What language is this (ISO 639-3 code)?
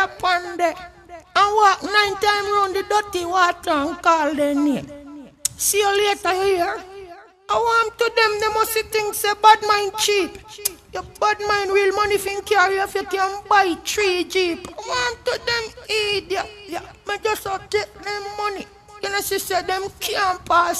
jam